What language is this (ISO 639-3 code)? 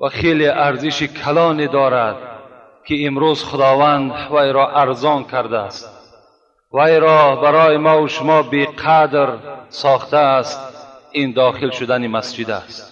tgk